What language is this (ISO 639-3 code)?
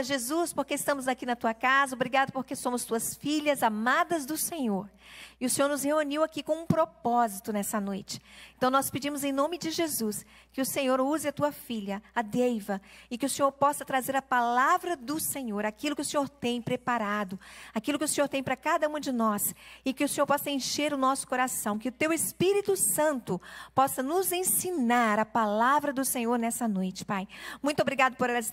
por